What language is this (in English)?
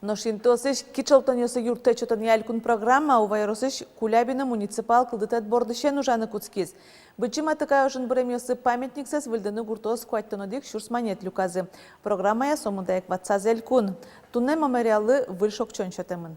Udmurt